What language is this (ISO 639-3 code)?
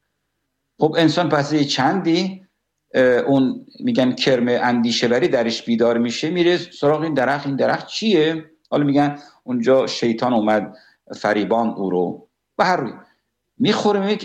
fas